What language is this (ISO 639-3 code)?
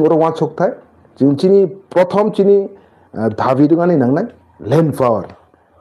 trp